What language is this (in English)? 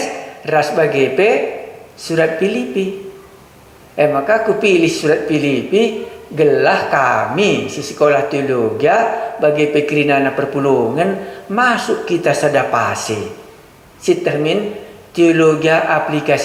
Batak Karo